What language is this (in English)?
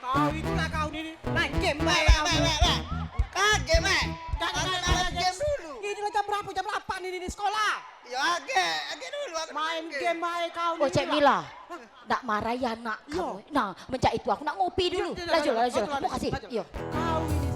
Musi